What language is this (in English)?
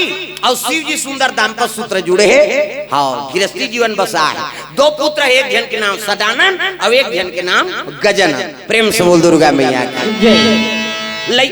Chhattisgarhi